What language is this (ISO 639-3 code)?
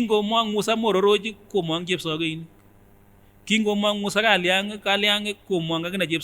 sgc